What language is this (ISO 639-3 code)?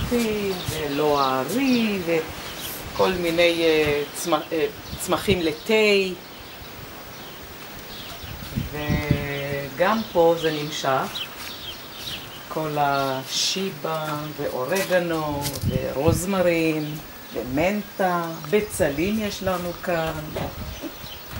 heb